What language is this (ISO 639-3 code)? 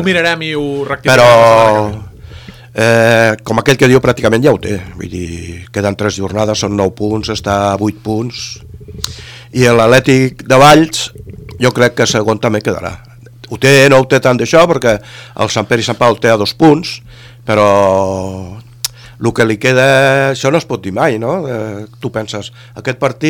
cat